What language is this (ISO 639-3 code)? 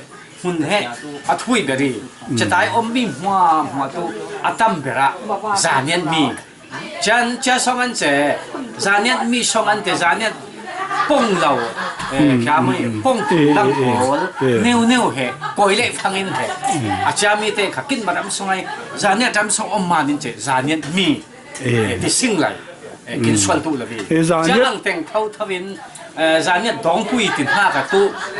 cfm